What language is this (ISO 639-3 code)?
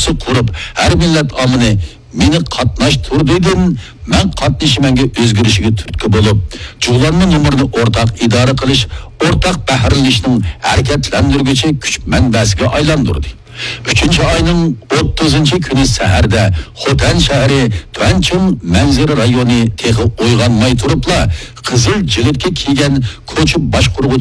uig